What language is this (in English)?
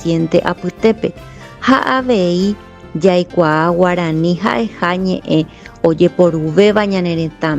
Guarani